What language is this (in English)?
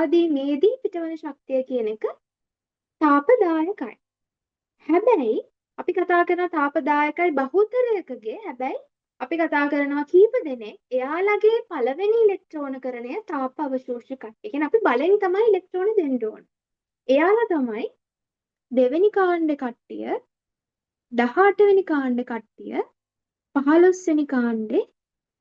Sinhala